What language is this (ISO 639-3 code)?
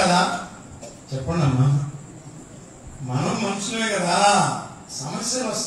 tel